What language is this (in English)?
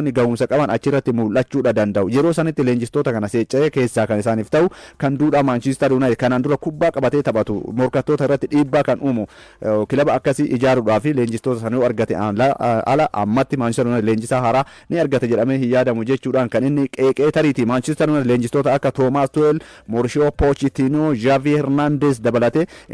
Oromo